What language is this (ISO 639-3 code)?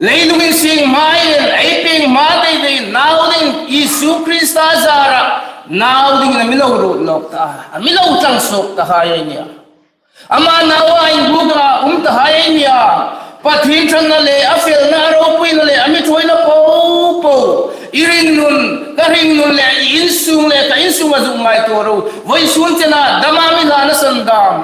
hmr